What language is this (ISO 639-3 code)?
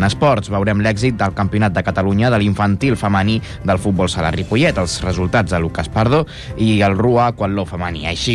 cat